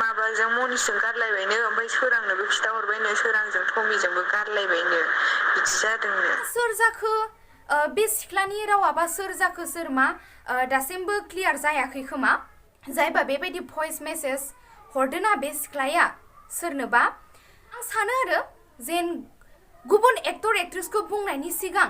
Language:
Bodo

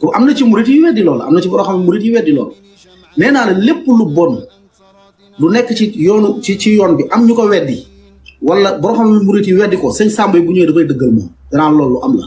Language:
Wolof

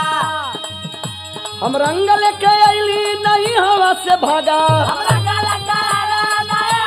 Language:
Bhojpuri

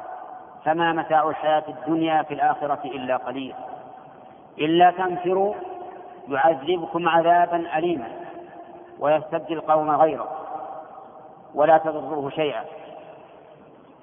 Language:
Arabic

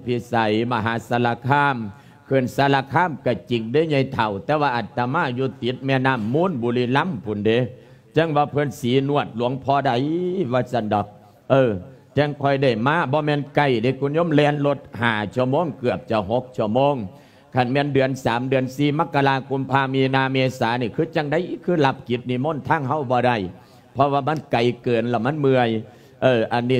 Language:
Lao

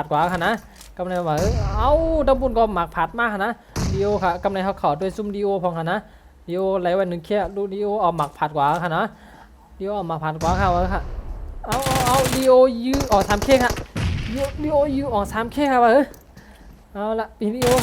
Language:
Shan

